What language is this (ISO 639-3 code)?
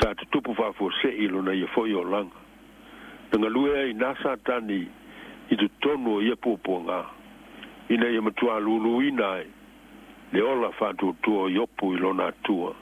smo